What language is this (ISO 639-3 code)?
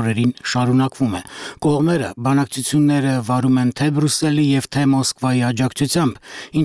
hye